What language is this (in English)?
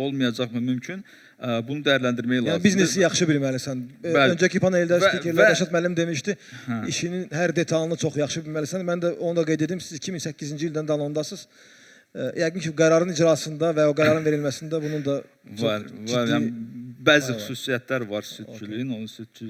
Azerbaijani